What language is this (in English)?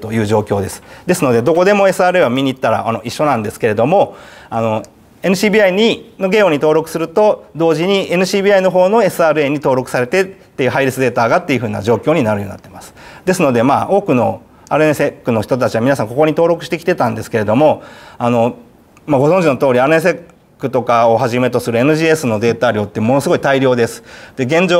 Japanese